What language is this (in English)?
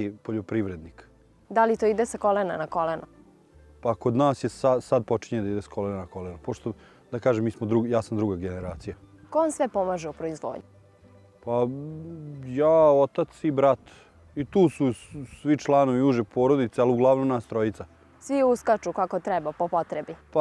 Serbian